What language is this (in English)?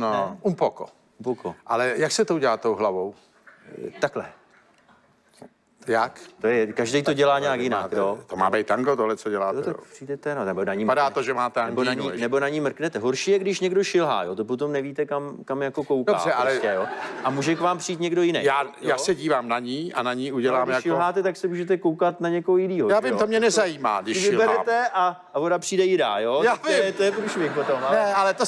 Czech